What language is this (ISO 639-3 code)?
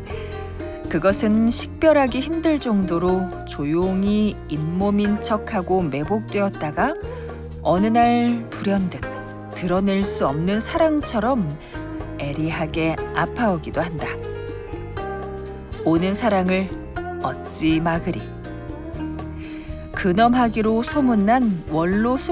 kor